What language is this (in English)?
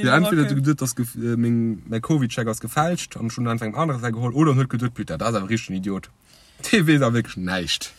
Luxembourgish